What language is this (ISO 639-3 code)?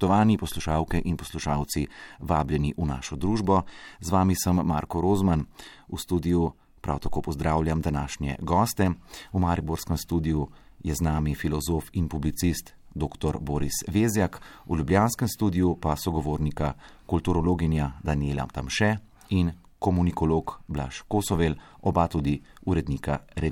slv